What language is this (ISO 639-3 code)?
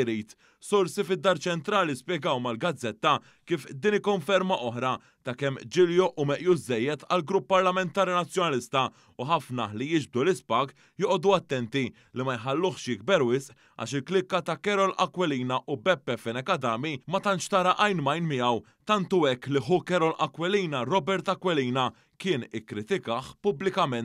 mlt